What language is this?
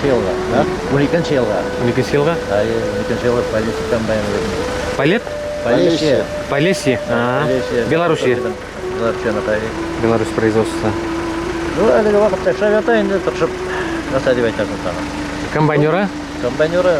Bashkir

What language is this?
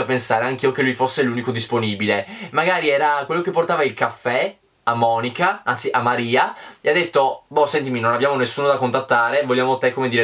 Italian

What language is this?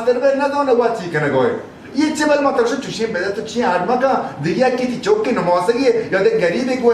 Baluchi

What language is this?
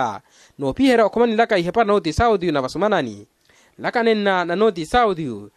Makhuwa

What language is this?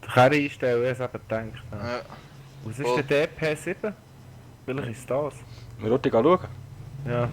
Swiss German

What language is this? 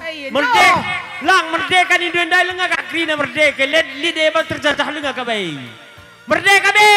Batak Karo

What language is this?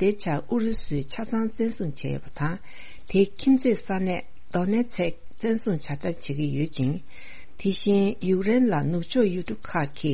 Tibetan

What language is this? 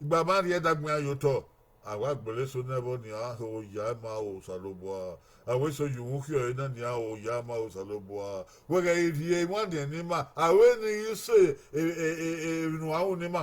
Bini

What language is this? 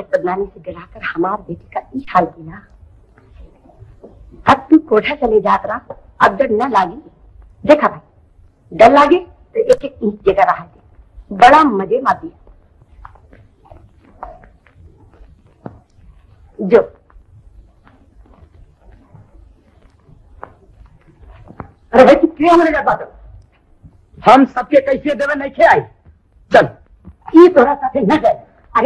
Bhojpuri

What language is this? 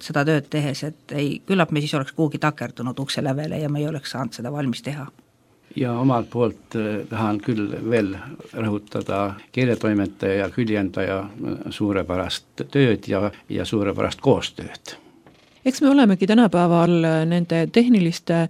Estonian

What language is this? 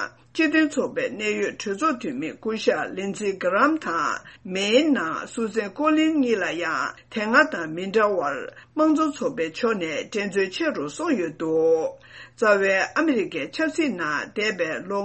Tibetan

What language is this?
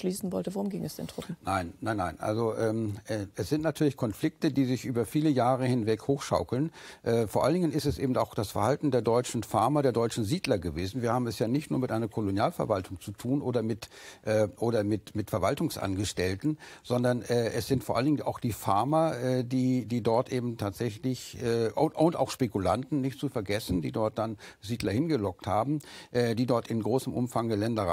German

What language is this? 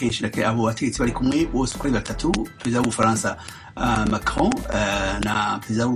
Kinyarwanda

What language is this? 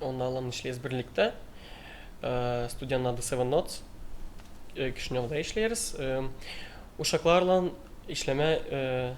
Gagauz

